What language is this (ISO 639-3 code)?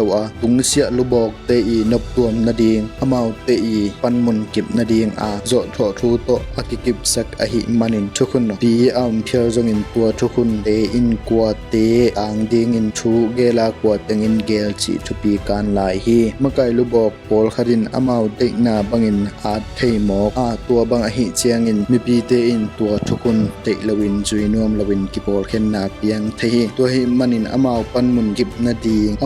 ctd